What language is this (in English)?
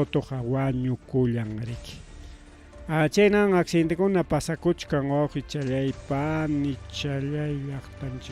Ayacucho Quechua